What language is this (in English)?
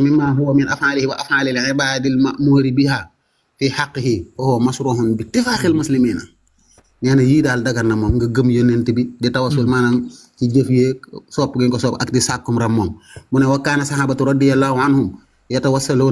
Wolof